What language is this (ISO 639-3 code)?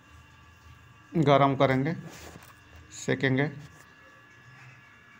hin